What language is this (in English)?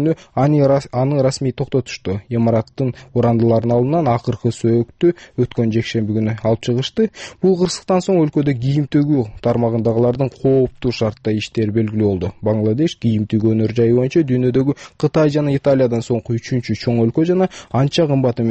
Kyrgyz